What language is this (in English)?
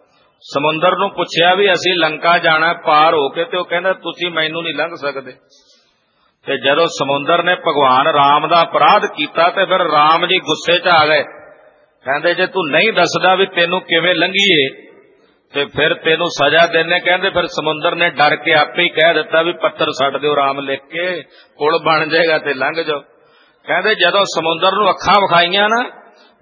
Punjabi